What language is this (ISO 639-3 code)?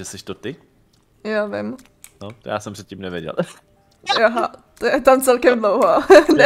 ces